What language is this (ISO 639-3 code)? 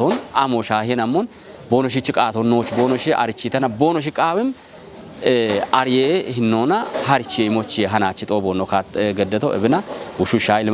kbr